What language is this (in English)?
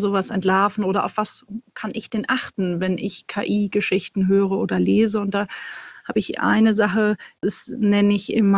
German